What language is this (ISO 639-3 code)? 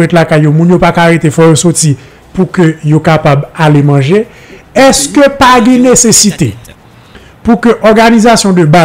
hat